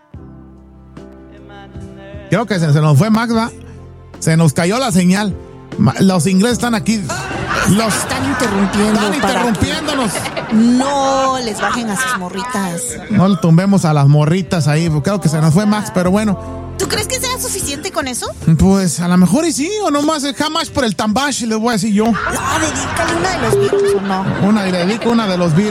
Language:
Spanish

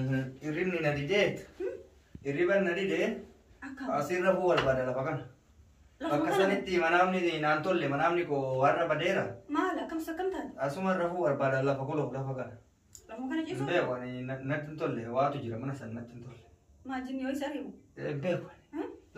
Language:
Oromo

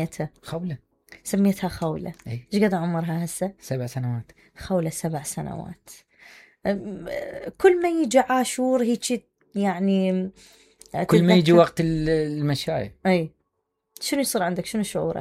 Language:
Mesopotamian Arabic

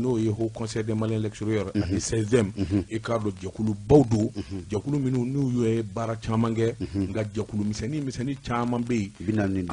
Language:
Bambara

